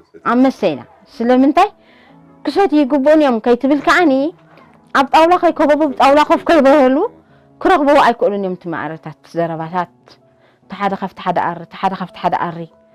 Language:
Tigrinya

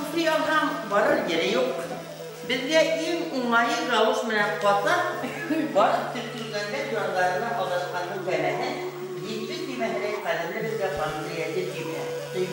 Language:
Bashkir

